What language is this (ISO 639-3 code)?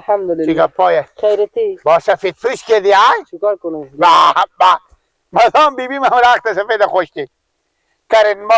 fas